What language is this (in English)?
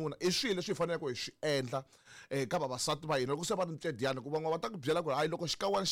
Tsonga